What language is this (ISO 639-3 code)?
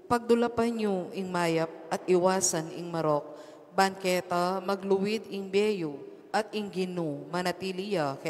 pam